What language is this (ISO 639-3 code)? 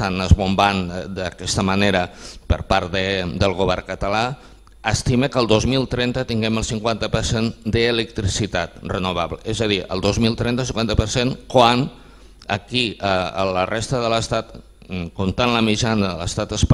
cat